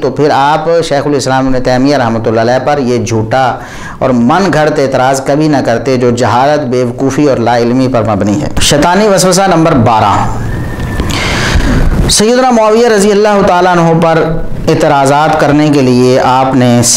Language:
Urdu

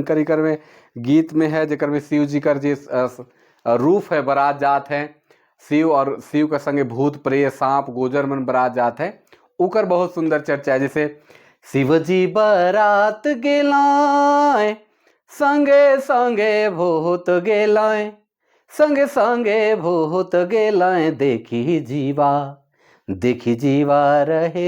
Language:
Sadri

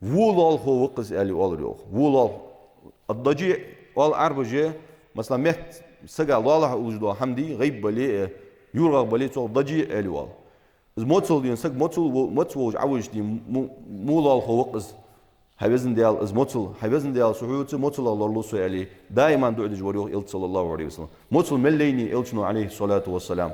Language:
Ingush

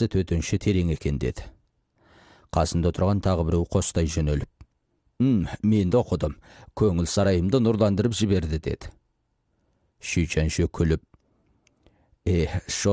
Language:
Kazakh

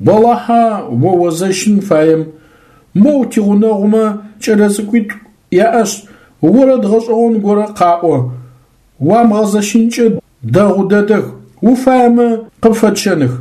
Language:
Adyghe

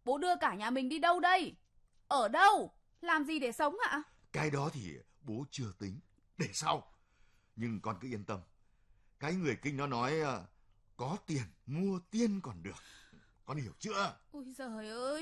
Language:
Vietnamese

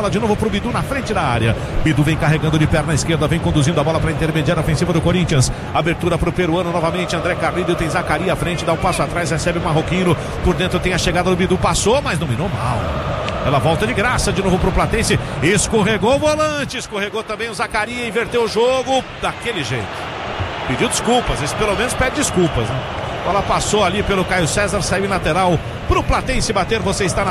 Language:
Portuguese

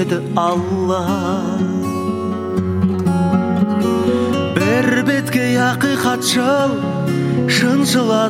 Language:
Kazakh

